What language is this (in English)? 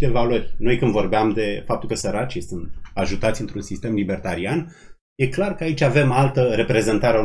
Romanian